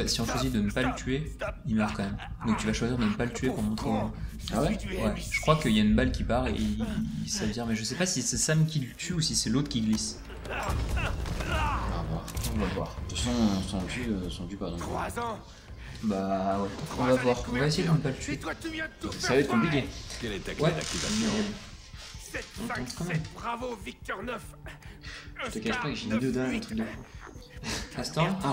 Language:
French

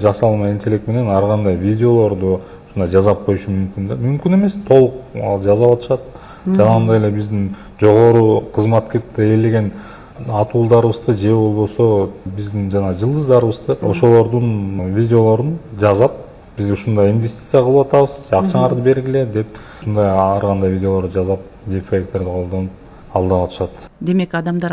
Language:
Kyrgyz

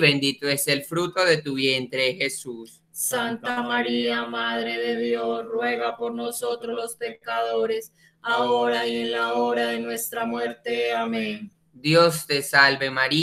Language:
Spanish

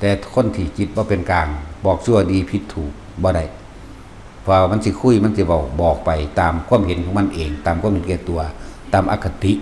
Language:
Northeastern Thai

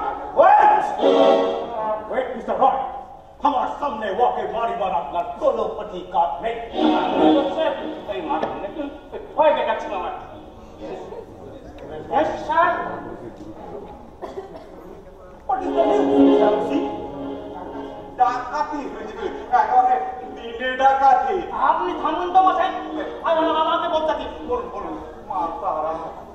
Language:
Bangla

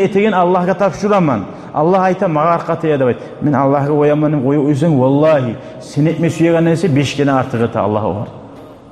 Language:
Kumyk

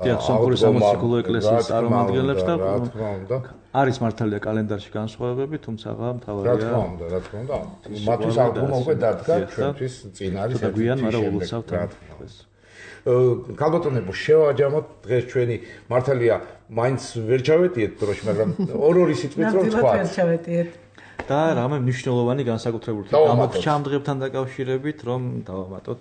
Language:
Georgian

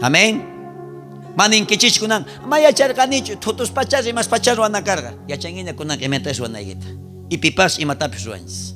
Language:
South Bolivian Quechua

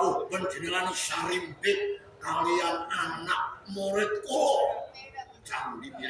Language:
Javanese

